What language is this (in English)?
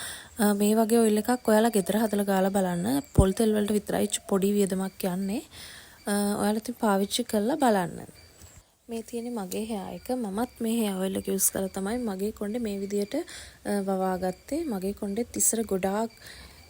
Sinhala